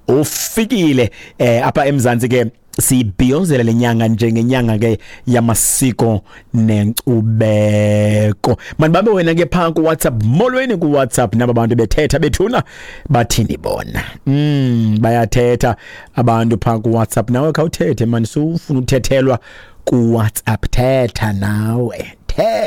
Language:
Xhosa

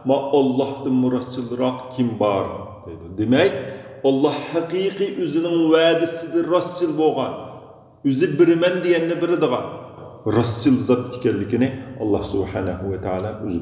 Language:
Uyghur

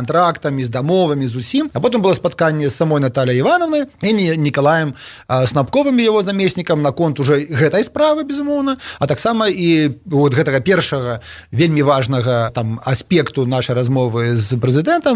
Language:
Belarusian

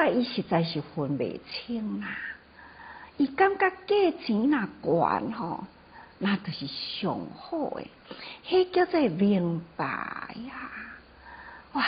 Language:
Min Nan Chinese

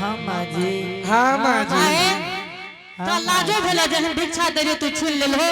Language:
Angika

